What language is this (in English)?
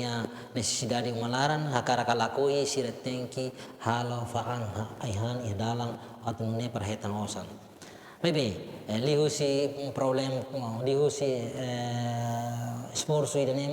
Tetum